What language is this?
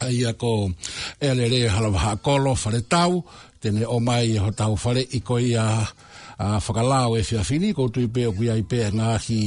Tongan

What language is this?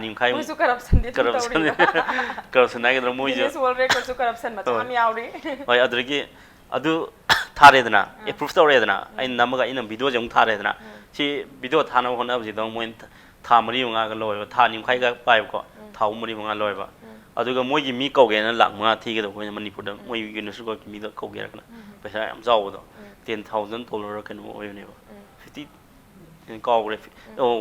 Manipuri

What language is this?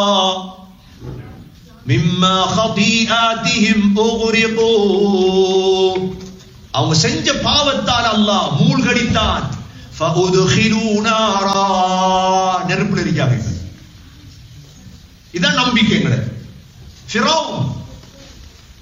Tamil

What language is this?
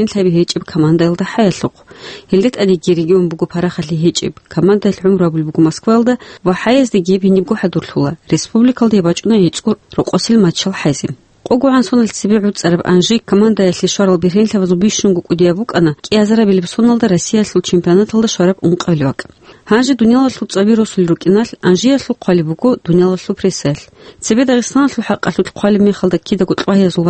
Avaric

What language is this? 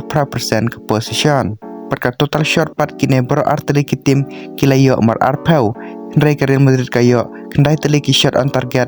Khasi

